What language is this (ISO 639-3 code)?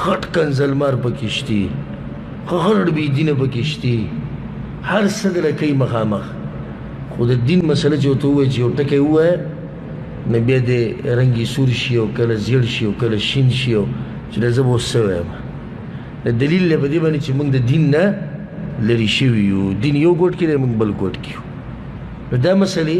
pus